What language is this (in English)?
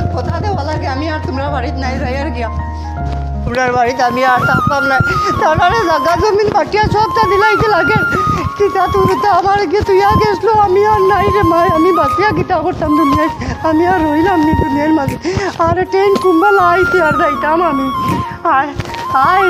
Sylheti